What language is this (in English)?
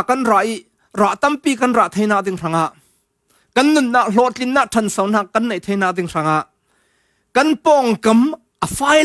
Falam Chin